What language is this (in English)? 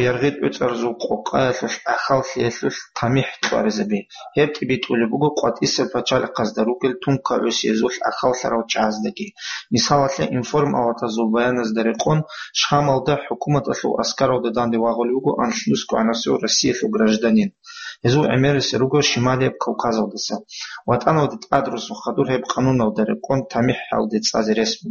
Avaric